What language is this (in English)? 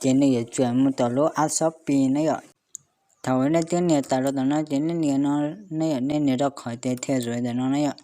Hmong